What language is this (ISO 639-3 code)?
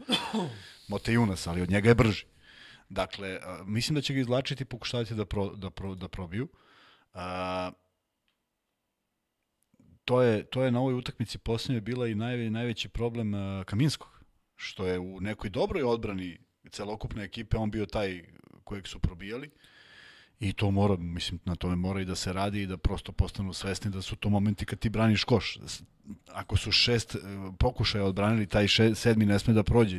srp